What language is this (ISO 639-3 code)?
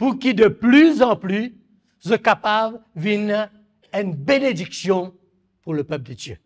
mfe